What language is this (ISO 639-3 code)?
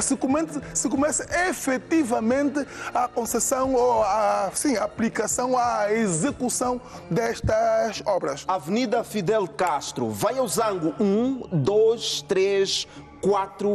por